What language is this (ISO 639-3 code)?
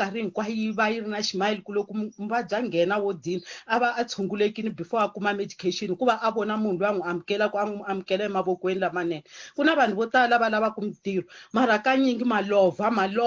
tso